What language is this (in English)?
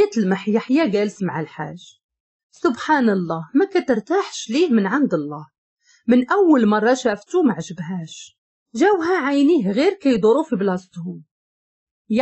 Moroccan Arabic